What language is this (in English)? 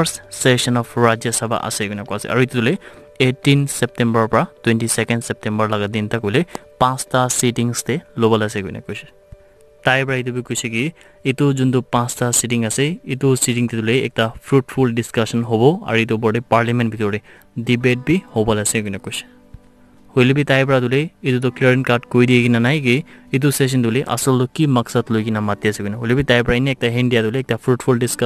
Naga Pidgin